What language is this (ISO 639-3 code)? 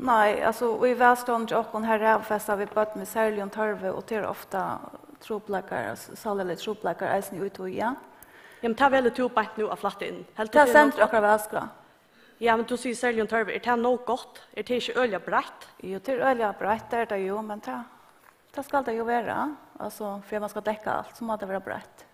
fao